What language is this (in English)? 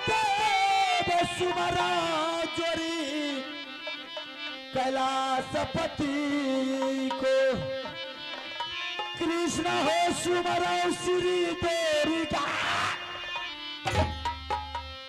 Bhojpuri